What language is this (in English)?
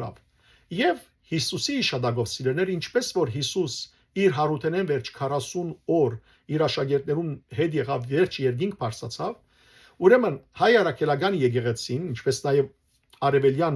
Western Armenian